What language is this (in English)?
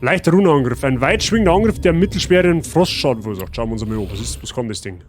Bavarian